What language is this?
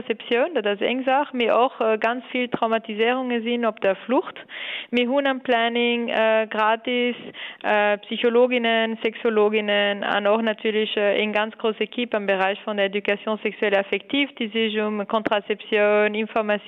Luxembourgish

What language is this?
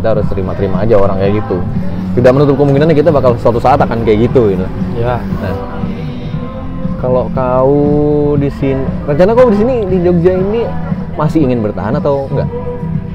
Indonesian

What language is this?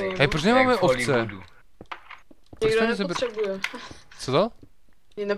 Czech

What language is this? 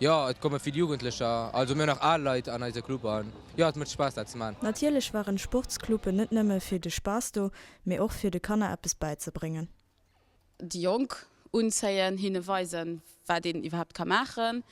Luxembourgish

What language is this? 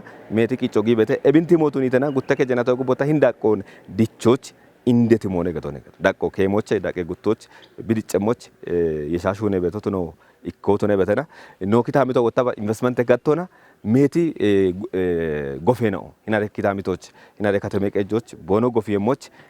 Kafa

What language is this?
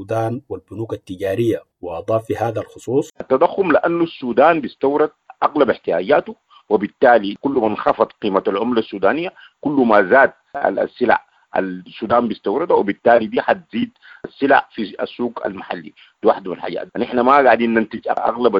Sudanese Arabic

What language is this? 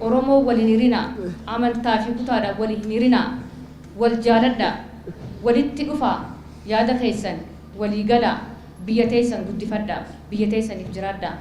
Oromo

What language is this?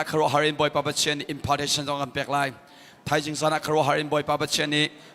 Hakha Chin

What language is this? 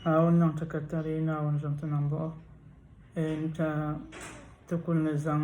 Dagbani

